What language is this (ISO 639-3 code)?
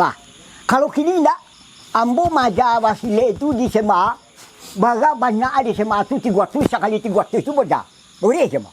min